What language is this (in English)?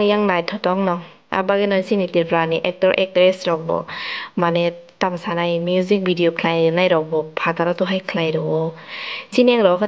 Kok Borok